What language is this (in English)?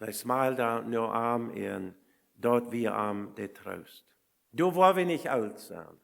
Plautdietsch